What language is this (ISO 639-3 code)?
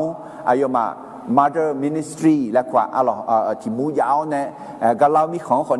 ahk